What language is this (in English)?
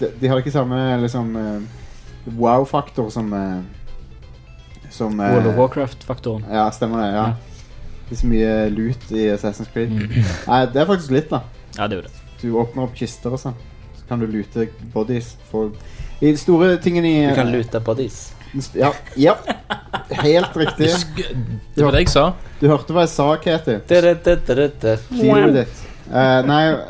Norwegian